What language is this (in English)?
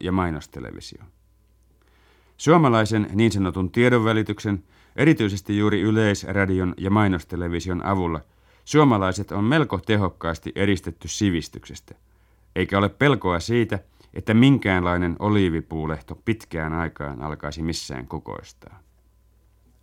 Finnish